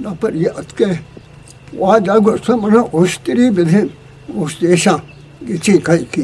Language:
Eastern Balochi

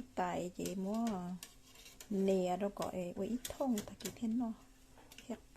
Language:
Hmong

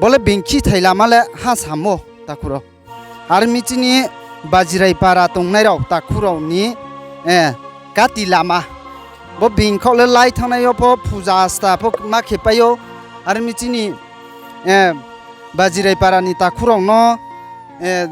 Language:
Riang (India)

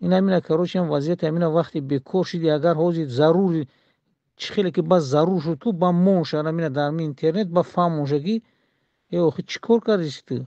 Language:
Tajik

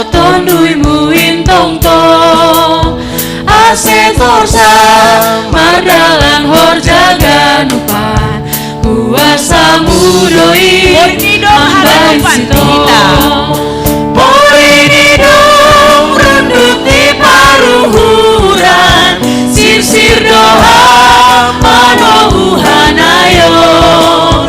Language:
Batak Simalungun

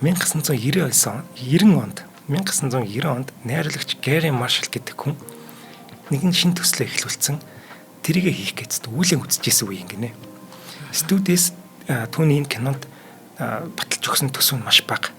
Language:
Mongolian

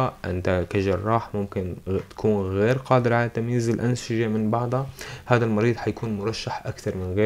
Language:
North Levantine Arabic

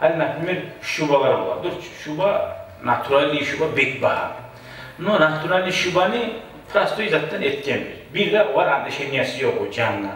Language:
Kumyk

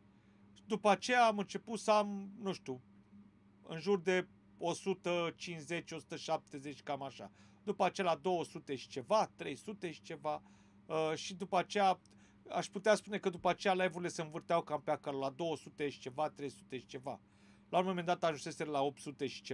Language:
Romanian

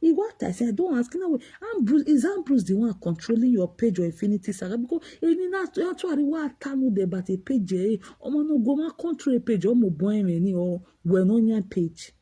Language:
Nigerian Pidgin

